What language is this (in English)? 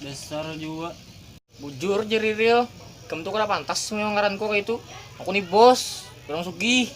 Banjar